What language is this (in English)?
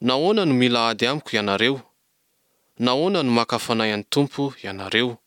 Malagasy